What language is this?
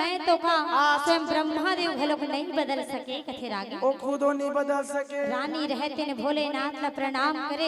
Chhattisgarhi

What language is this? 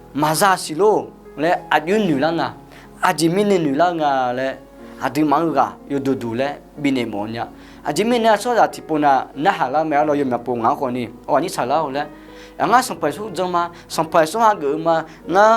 Akha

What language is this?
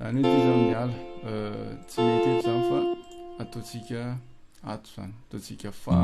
Malagasy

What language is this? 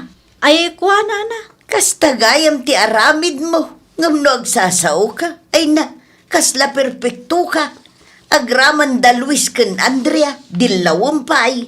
Iloko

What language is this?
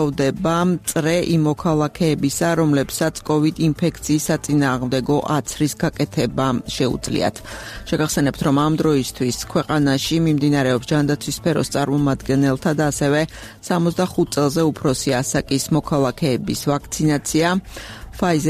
Georgian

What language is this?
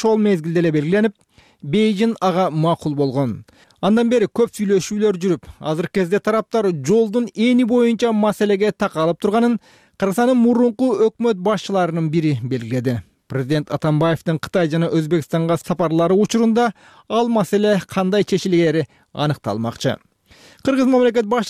Kyrgyz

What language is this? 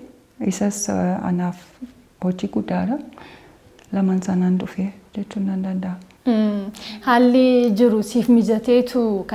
Oromo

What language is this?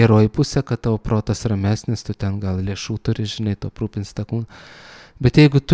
Lithuanian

